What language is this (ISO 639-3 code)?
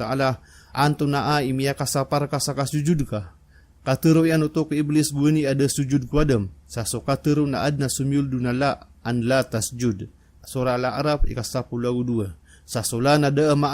mrw